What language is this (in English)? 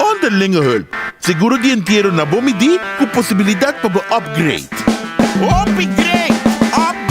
Papiamento